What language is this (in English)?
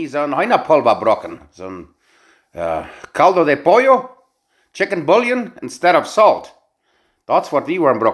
Plautdietsch